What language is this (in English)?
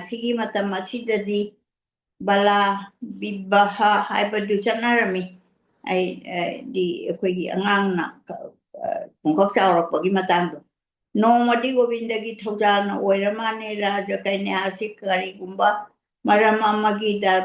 Manipuri